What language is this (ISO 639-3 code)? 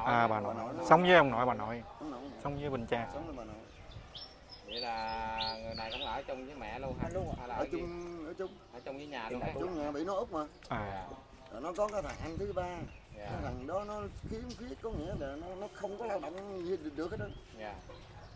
vie